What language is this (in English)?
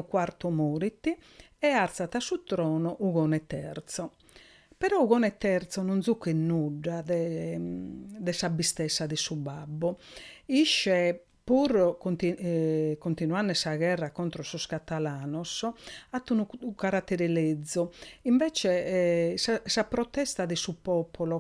Sardinian